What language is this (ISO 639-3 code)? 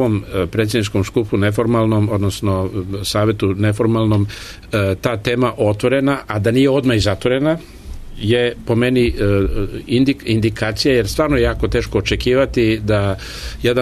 srp